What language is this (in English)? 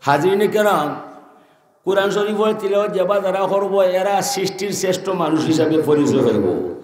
Sylheti